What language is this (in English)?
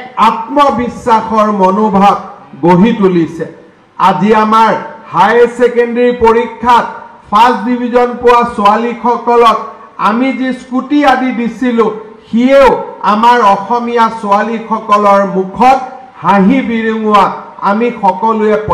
Assamese